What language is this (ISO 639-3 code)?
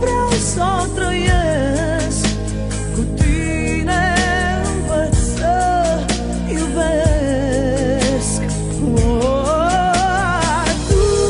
ron